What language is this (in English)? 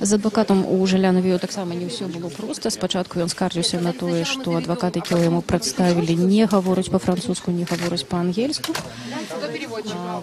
Belarusian